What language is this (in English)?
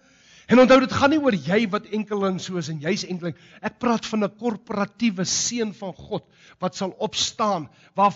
Afrikaans